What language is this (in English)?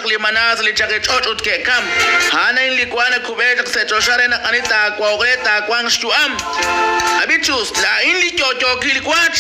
Kekchí